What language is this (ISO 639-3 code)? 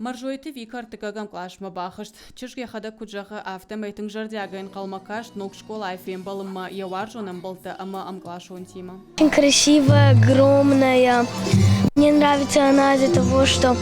oss